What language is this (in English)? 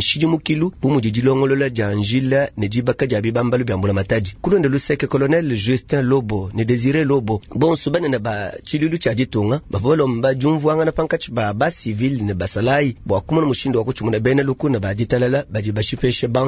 Luba-Lulua